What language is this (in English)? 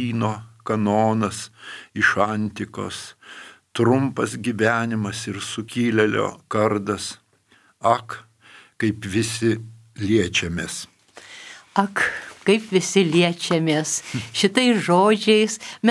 Lithuanian